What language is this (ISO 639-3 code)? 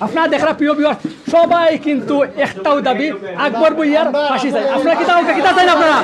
syl